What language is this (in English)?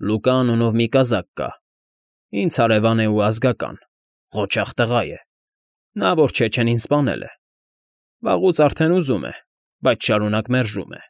Armenian